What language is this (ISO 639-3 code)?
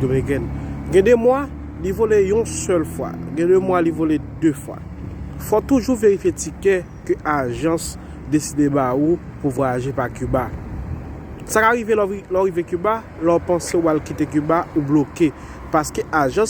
hat